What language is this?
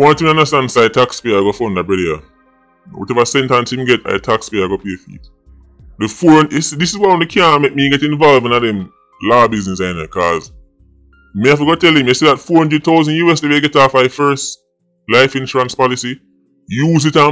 Jamaican Creole English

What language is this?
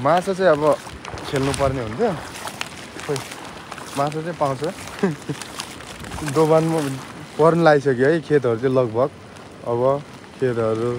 Nepali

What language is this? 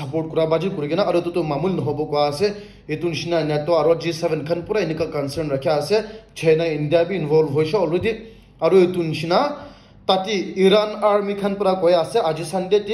Naga Pidgin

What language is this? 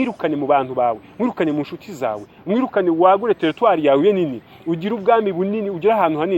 Kinyarwanda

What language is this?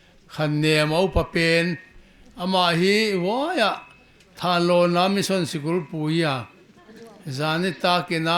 Paite Chin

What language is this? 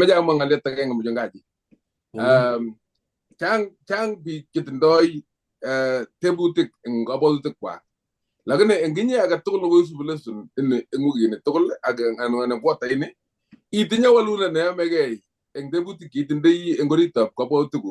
Kalenjin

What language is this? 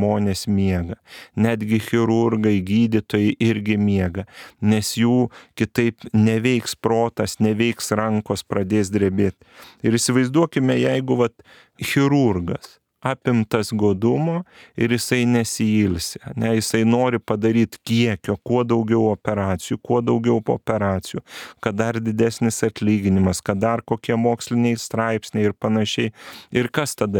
Lithuanian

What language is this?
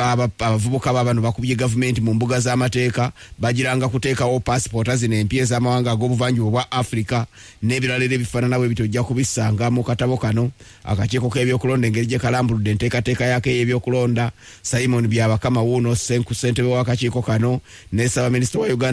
Ganda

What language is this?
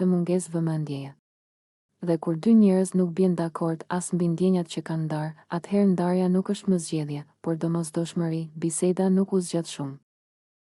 Albanian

